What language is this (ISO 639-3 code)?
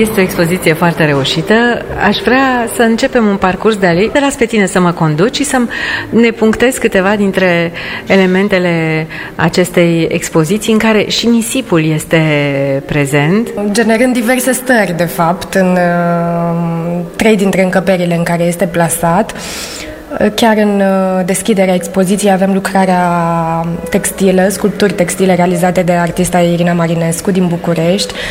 ron